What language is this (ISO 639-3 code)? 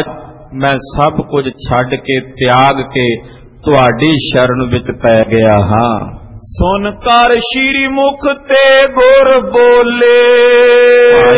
pan